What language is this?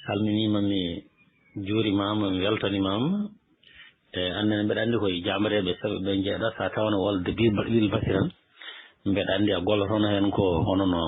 Fula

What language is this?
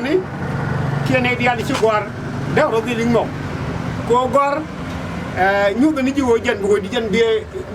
Nuer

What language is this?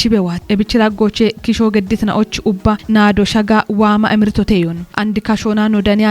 Kafa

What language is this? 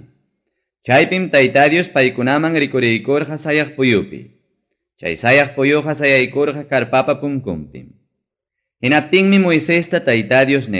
Ayacucho Quechua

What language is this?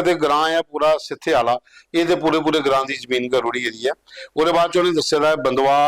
Dogri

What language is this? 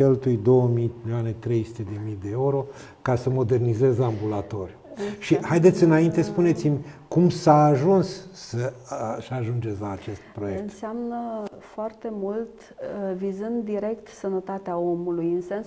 Romanian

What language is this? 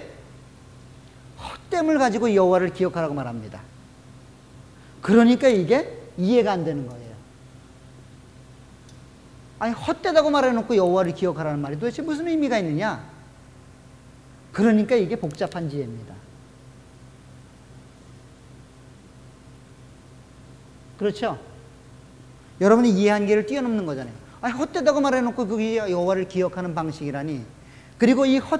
Korean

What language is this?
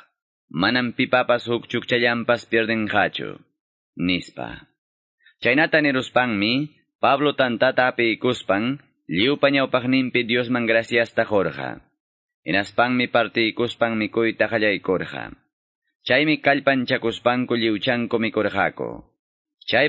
Quechua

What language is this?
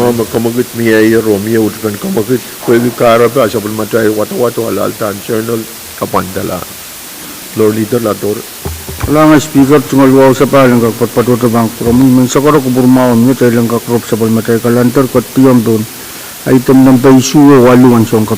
Pohnpeian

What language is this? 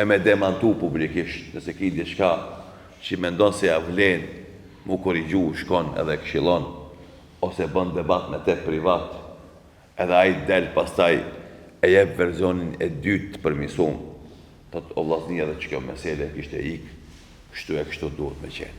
Albanian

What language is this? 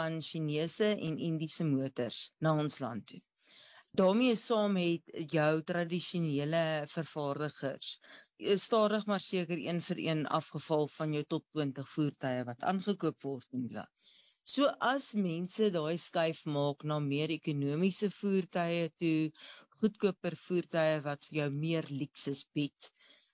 Afrikaans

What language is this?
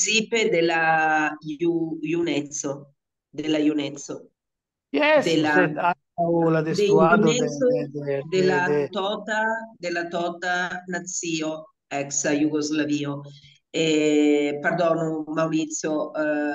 Esperanto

